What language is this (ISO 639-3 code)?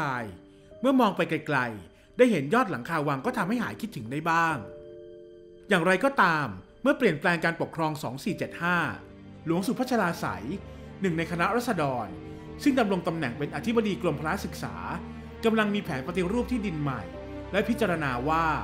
tha